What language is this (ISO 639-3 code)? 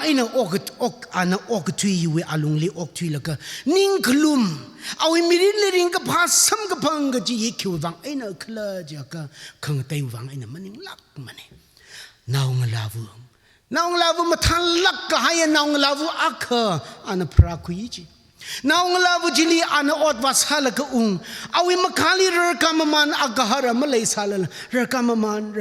nmf